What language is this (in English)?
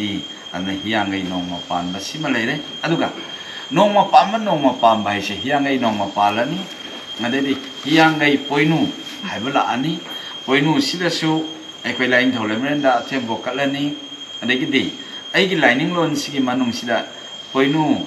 Manipuri